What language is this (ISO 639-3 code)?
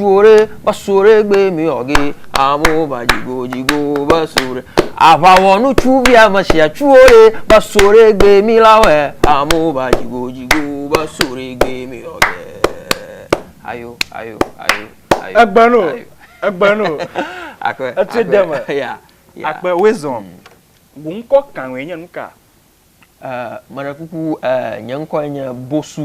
ewe